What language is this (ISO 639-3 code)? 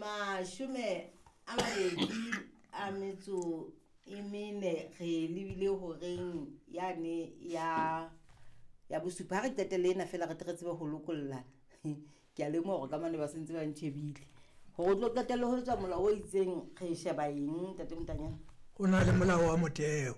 sot